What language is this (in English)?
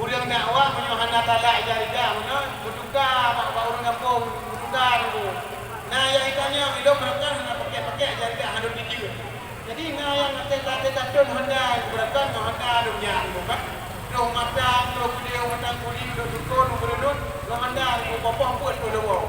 Achinese